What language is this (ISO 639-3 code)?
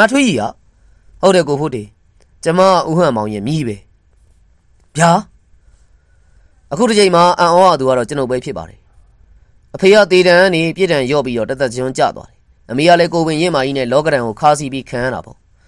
mya